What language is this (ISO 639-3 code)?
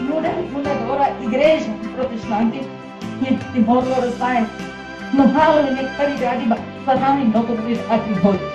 tet